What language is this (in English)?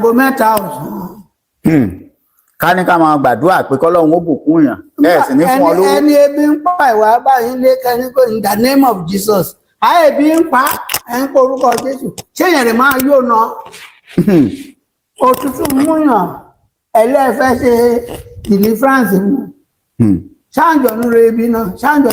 Yoruba